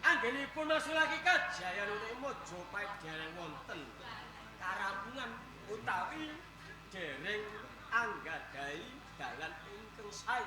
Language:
Javanese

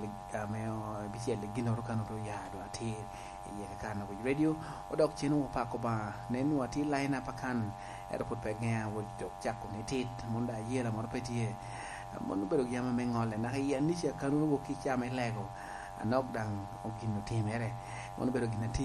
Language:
Lango (Uganda)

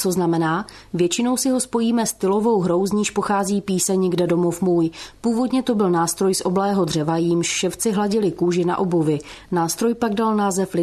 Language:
Czech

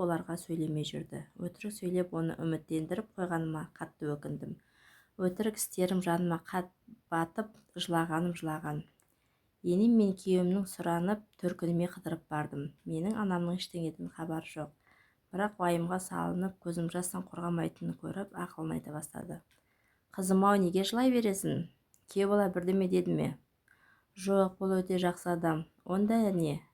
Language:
Kazakh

